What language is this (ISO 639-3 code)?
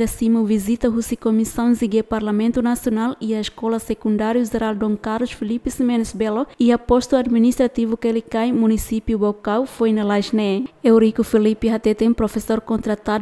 tet